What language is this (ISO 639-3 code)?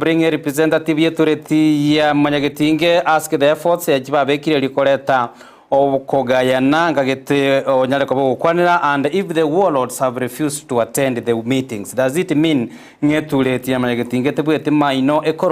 guz